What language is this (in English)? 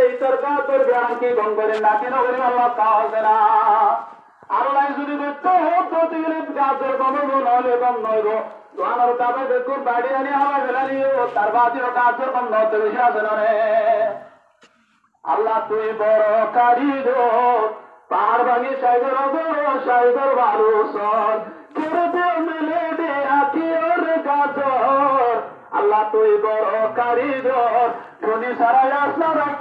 Bangla